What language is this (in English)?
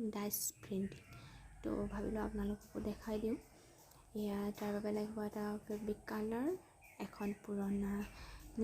Assamese